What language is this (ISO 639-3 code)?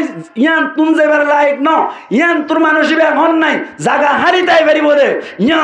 rhg